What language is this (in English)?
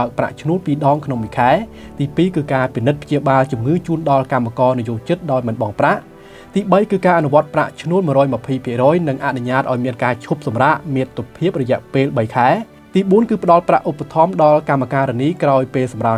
Khmer